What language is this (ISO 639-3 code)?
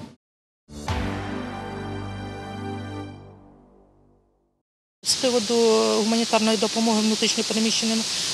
ukr